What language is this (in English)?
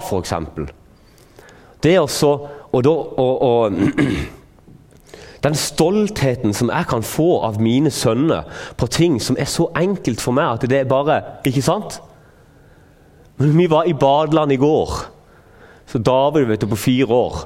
Norwegian